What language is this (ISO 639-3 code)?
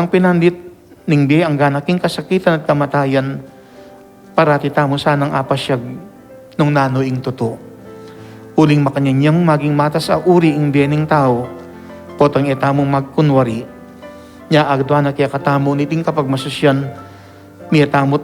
pam